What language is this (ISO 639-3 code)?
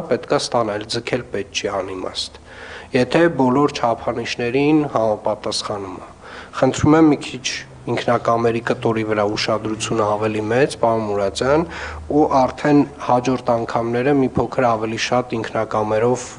hye